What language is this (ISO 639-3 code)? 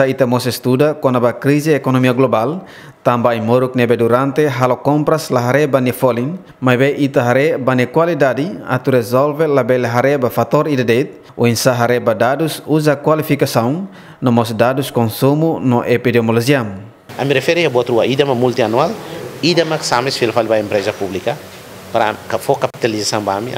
tet